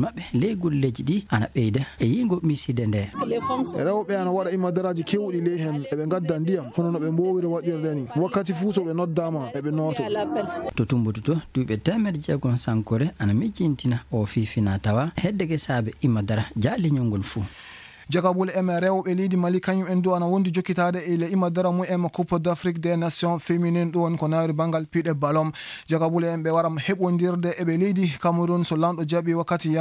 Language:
Fula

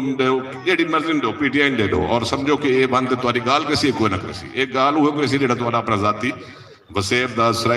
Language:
Saraiki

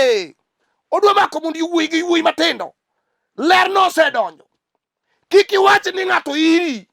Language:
Luo (Kenya and Tanzania)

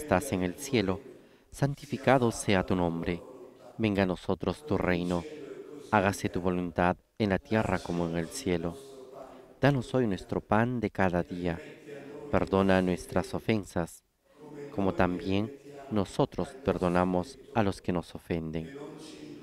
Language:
Spanish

